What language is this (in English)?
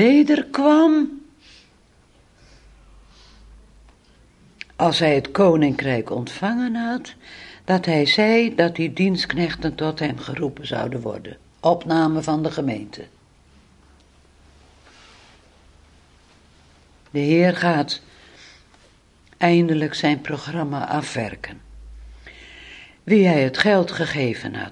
Dutch